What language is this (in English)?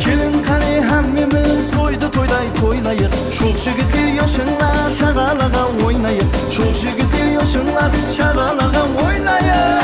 Kara-Kalpak